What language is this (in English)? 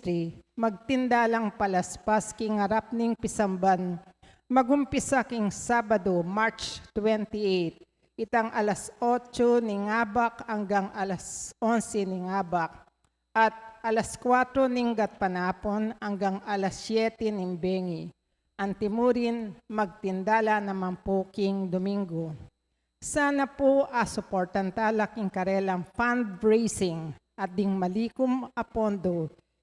Pampanga